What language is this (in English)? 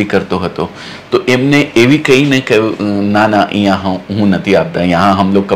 Gujarati